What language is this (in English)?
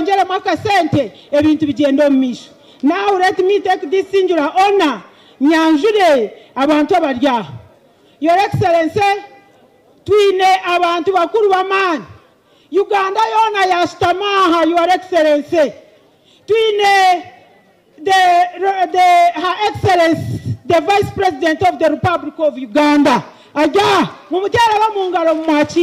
Nyankole